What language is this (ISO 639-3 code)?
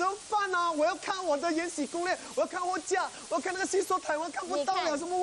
zho